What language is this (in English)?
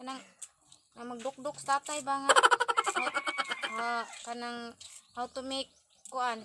Cebuano